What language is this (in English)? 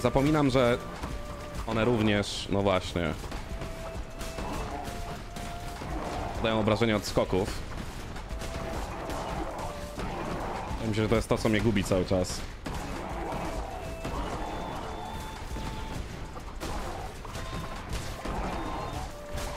Polish